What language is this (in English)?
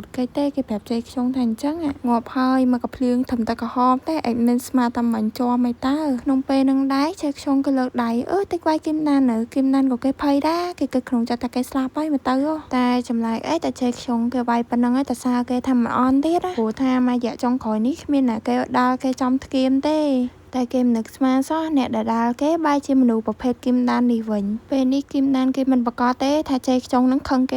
Khmer